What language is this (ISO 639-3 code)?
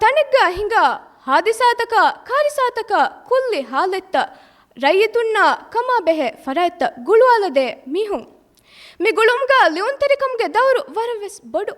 div